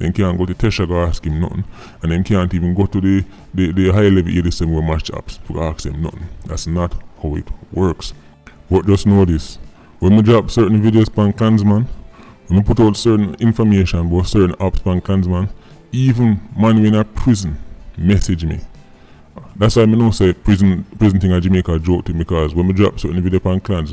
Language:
Jamaican Creole English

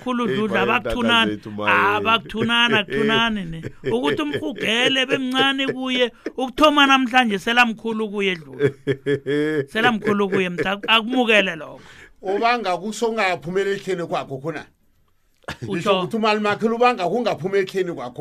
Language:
South Ndebele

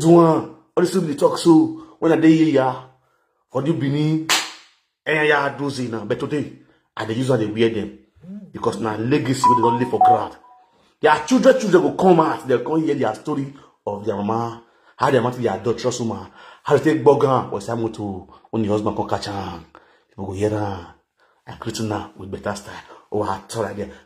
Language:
Nigerian Pidgin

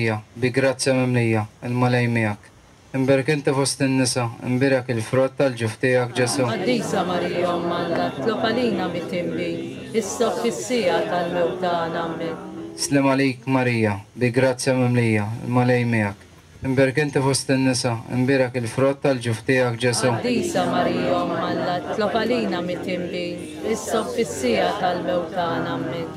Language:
Maltese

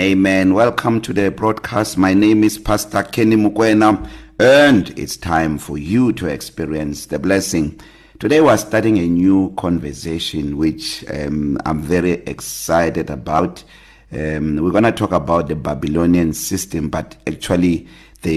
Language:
English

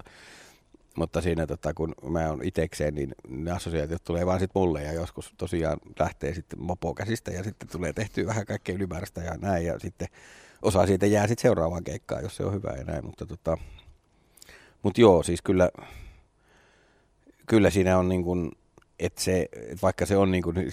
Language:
Finnish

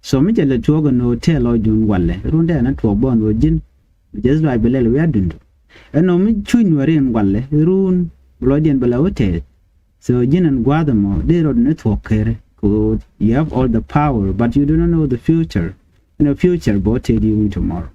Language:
Nuer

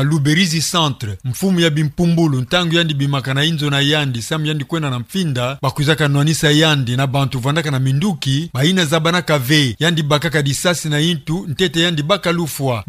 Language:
Kituba (Democratic Republic of Congo)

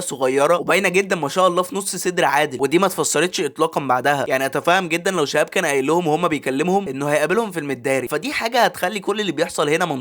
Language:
Egyptian Arabic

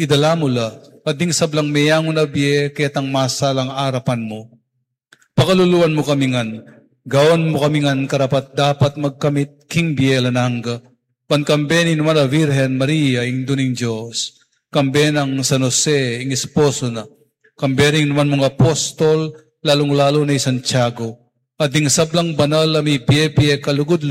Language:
Pampanga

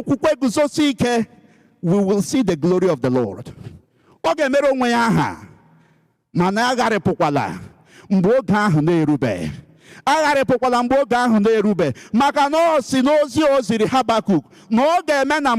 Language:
Igbo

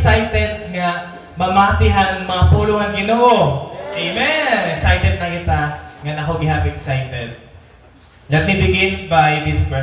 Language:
Waray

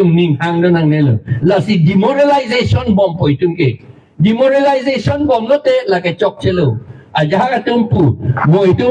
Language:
Karbi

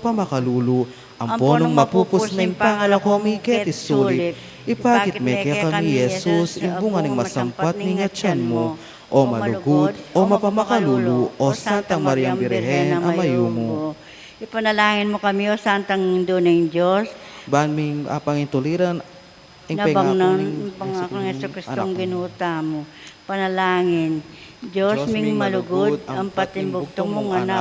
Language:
Pampanga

